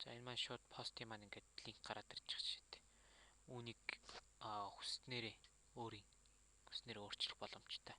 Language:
Mongolian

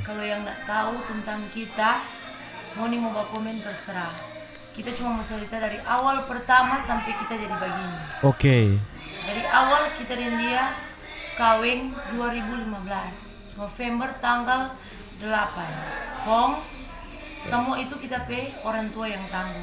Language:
Manado Malay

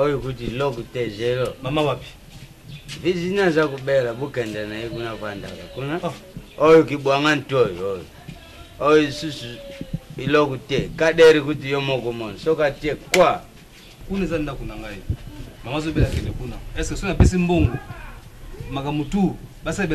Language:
Lingala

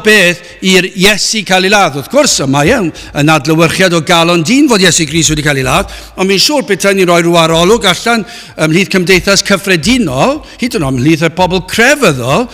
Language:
Welsh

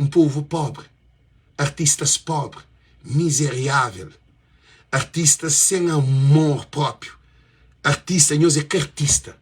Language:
Kabuverdianu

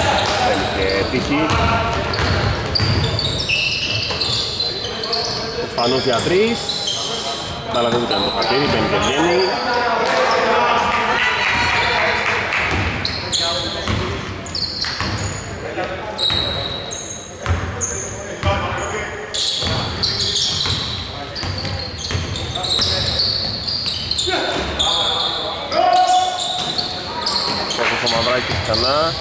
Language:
Greek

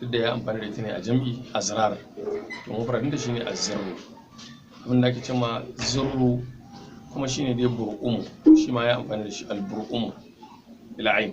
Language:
Hausa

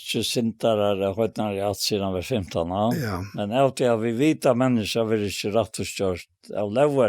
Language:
Faroese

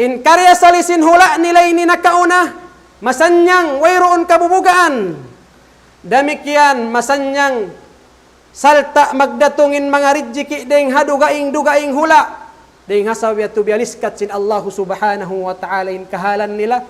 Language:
Tausug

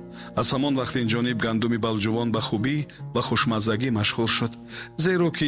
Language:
Tajik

